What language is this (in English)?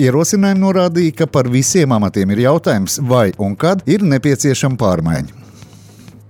Latvian